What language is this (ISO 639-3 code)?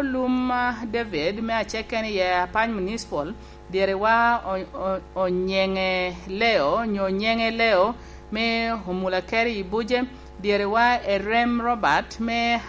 laj